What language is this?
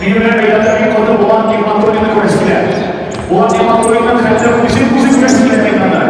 Tatar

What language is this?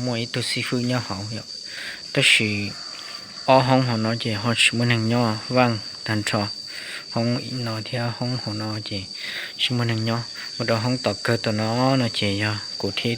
Hmong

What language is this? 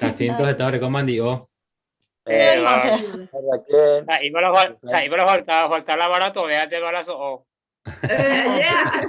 Guarani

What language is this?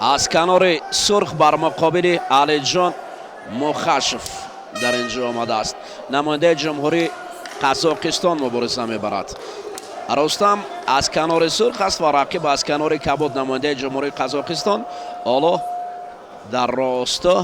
Tajik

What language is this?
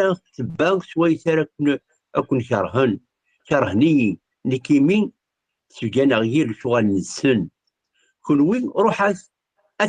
Kabyle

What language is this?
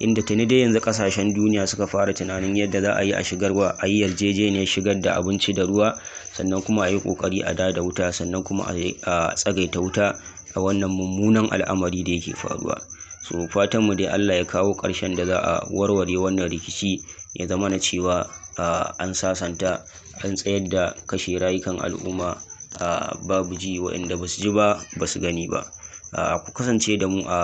Hausa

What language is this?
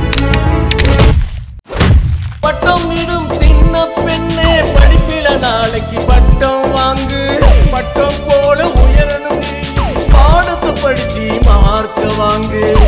Tamil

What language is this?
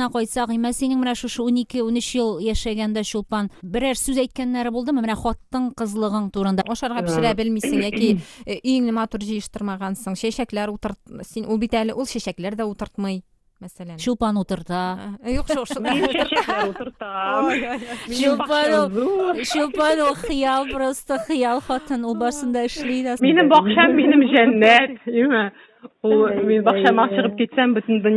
Tatar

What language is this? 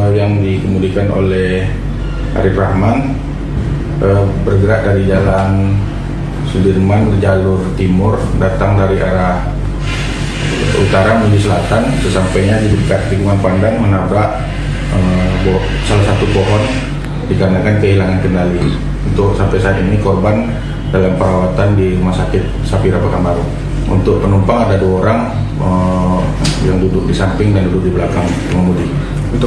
Indonesian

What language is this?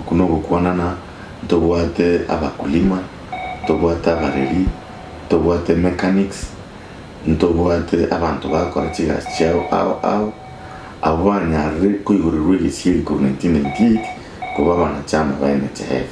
Gusii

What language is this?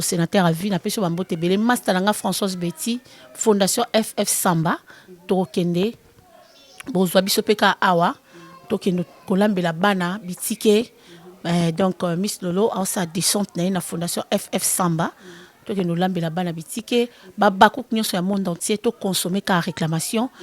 Lingala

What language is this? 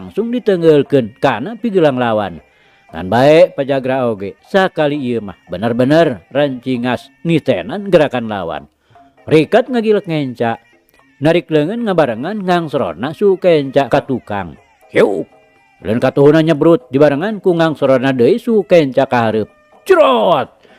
Sundanese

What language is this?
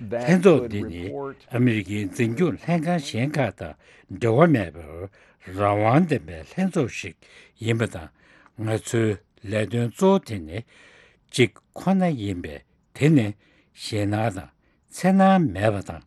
Tibetan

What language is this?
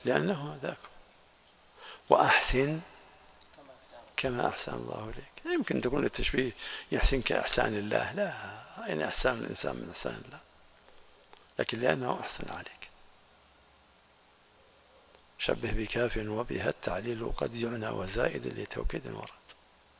Arabic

